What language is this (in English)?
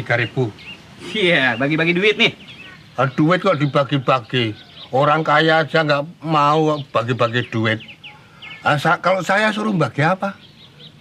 Betawi